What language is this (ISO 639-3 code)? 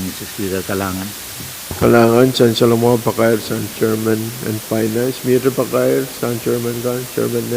pon